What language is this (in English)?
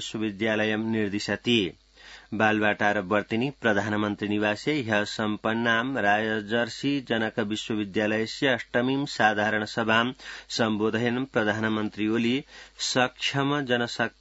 Sanskrit